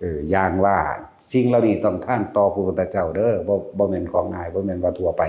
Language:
Lao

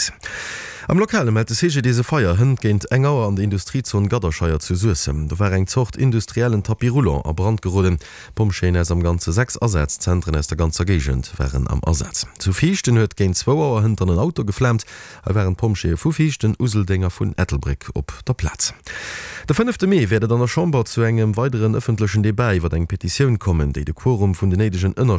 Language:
Luxembourgish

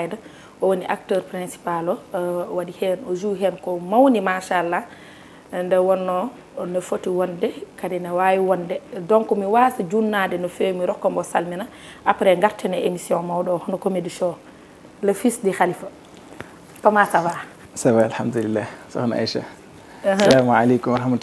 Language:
Fula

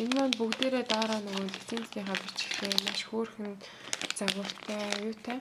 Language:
Mongolian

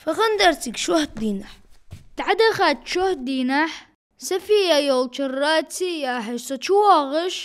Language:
Ingush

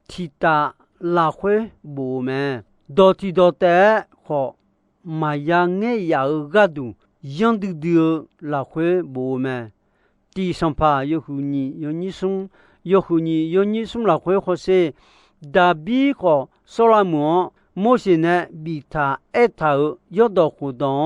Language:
Akha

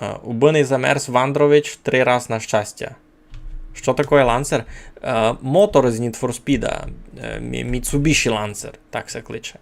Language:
Rusyn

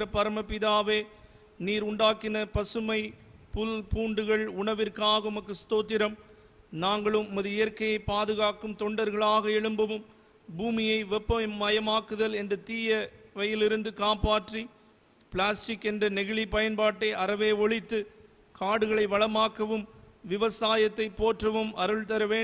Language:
Tamil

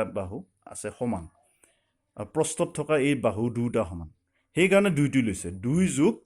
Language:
Assamese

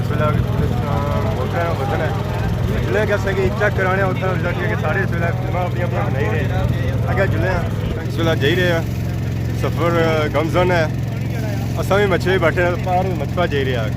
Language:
Pahari-Potwari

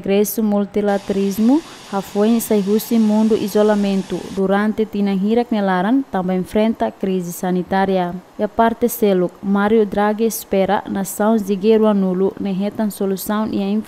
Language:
Tetum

